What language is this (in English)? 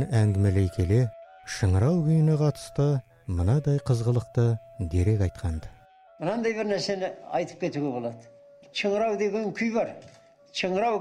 Kazakh